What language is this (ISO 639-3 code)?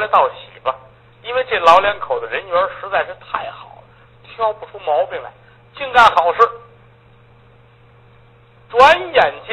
zho